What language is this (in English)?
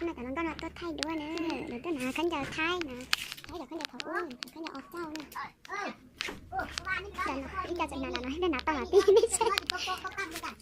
Hmong